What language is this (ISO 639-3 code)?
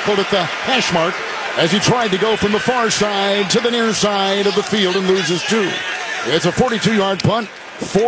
eng